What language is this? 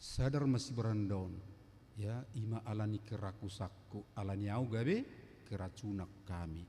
Batak Toba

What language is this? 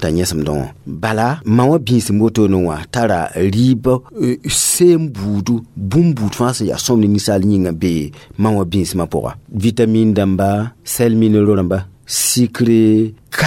Mossi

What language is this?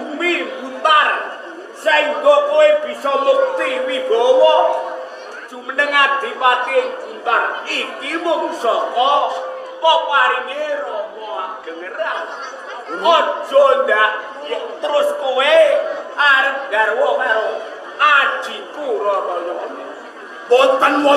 Javanese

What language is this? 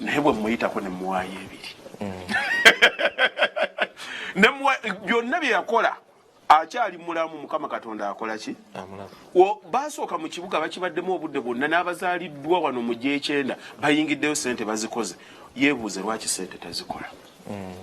Ganda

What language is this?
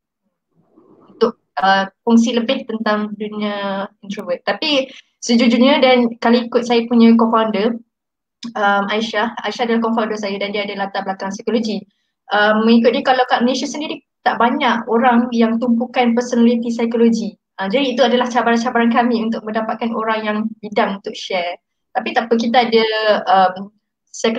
Malay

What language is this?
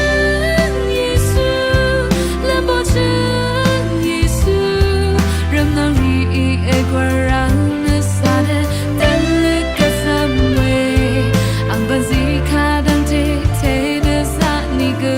Rawang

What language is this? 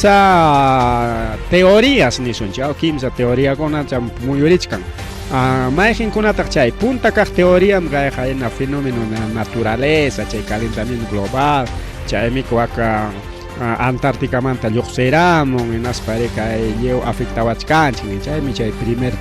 Ayacucho Quechua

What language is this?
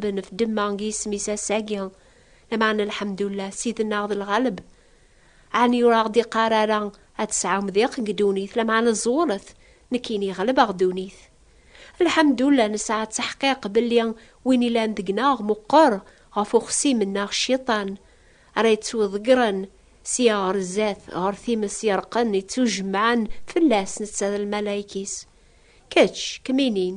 Kabyle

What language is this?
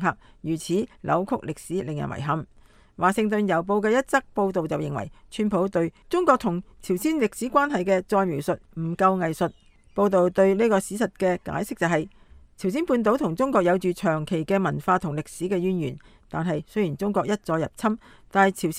Cantonese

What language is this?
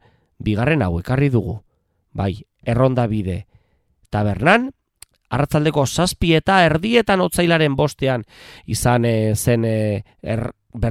Basque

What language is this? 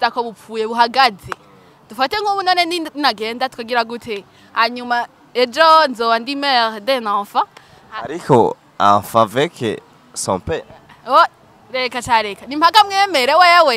Rundi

